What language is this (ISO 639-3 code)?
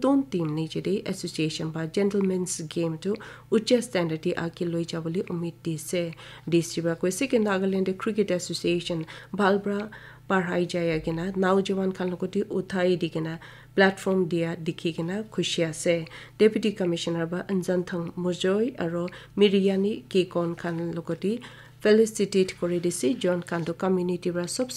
nag